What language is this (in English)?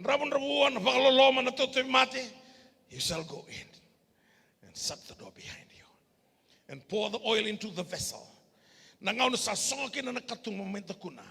Fijian